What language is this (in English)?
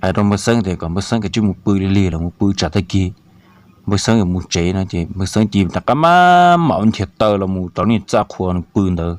Hmong